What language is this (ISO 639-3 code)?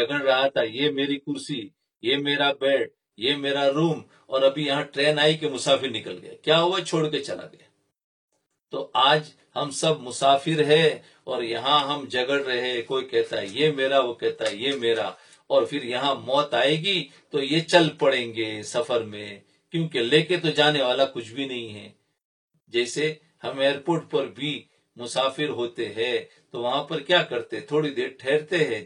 urd